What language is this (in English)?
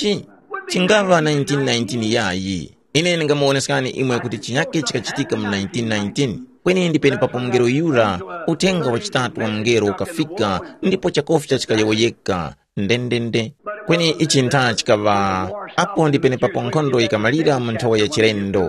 Tumbuka